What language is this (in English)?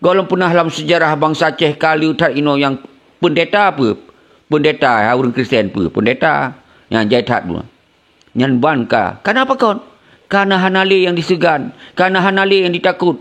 Achinese